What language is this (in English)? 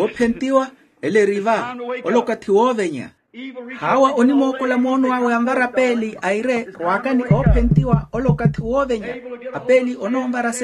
Makhuwa